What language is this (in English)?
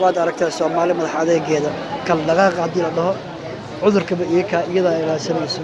Somali